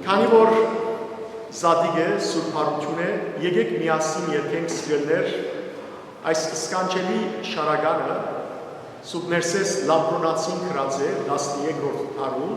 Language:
Western Armenian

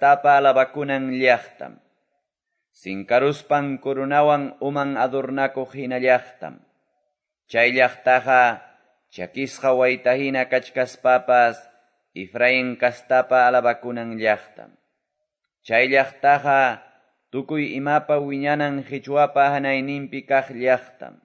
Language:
Quechua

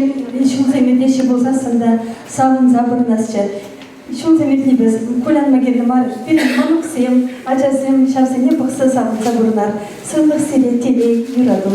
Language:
Chuvash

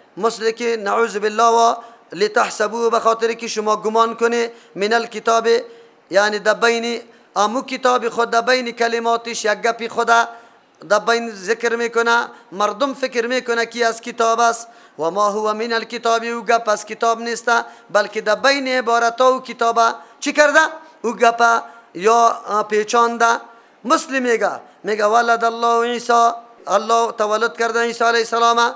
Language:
Persian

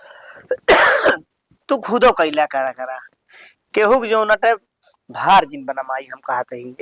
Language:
Awadhi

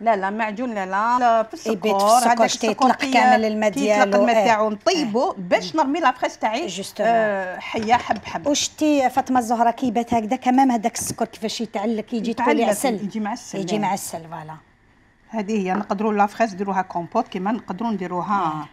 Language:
Algerian Arabic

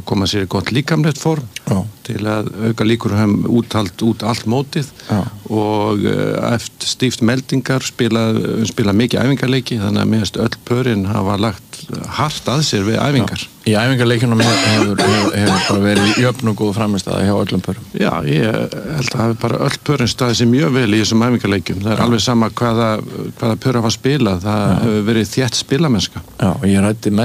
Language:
Icelandic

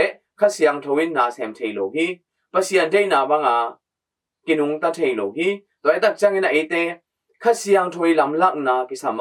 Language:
Tedim Chin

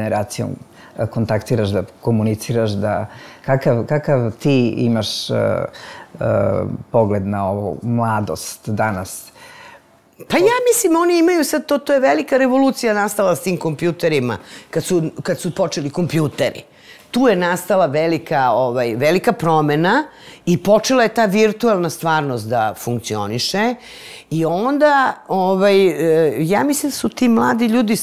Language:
Serbian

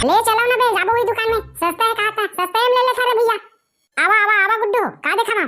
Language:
Chhattisgarhi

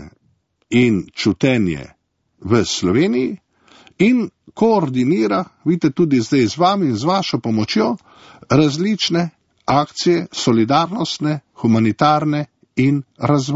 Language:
Slovenian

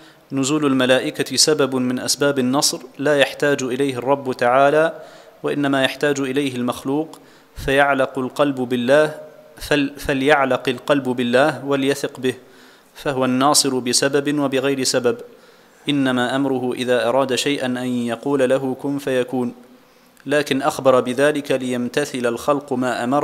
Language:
Arabic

